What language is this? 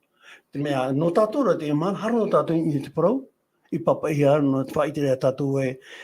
Tahitian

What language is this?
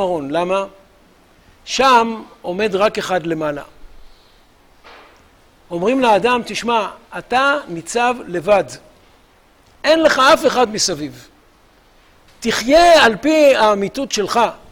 Hebrew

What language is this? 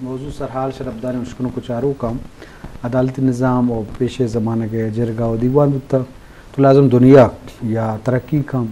Eastern Balochi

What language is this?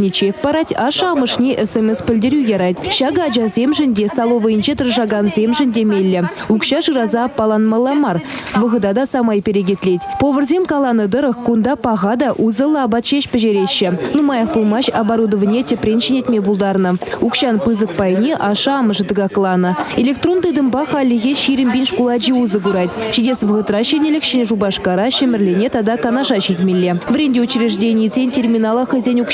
Chuvash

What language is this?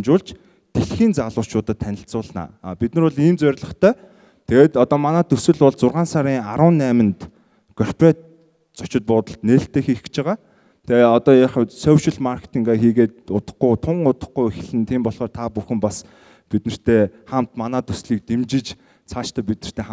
Mongolian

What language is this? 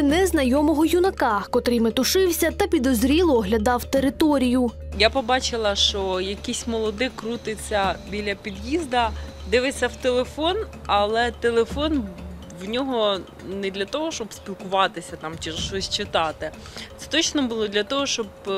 Ukrainian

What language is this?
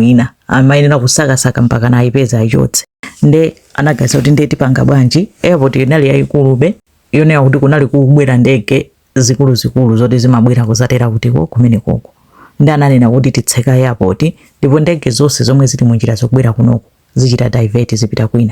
Nyanja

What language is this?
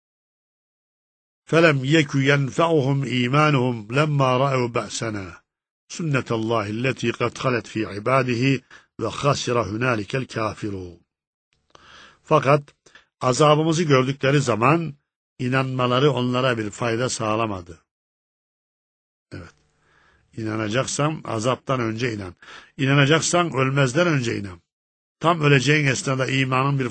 Turkish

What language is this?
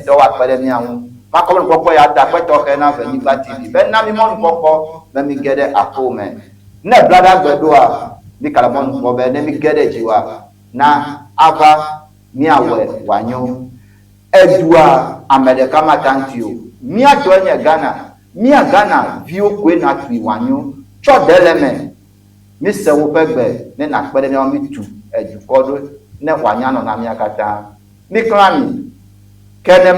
Ewe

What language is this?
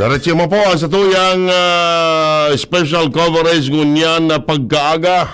Bikol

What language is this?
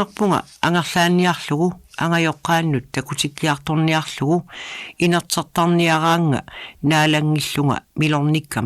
Kalaallisut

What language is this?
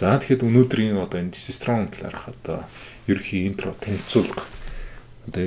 Mongolian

